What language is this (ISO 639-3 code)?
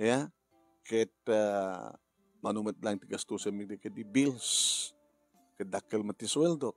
ilo